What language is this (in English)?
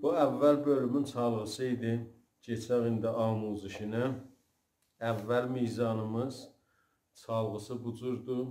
South Azerbaijani